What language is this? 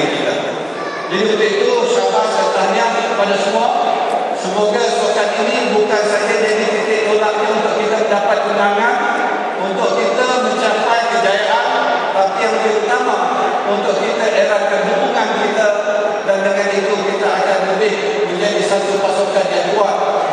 Malay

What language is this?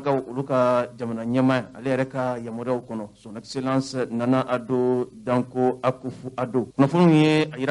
Bambara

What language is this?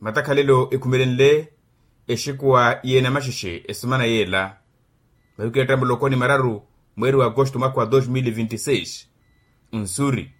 Makhuwa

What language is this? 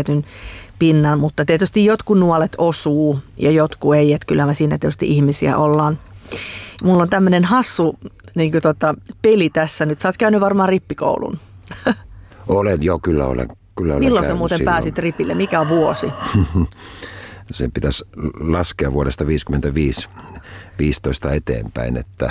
Finnish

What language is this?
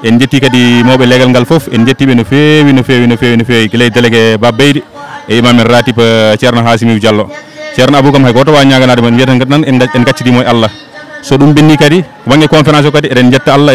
Fula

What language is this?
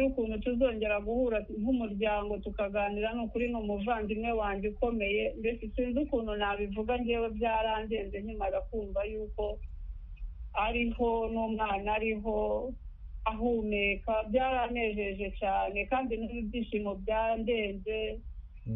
Kinyarwanda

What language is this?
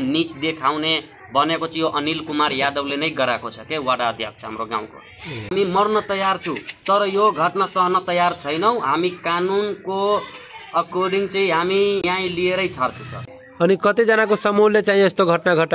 Nepali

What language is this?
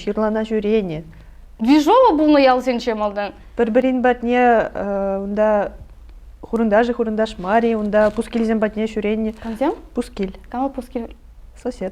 Chuvash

